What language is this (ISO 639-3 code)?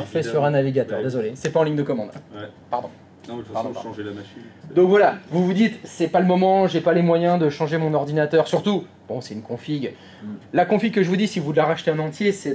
fra